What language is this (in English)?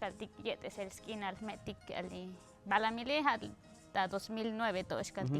Tzotzil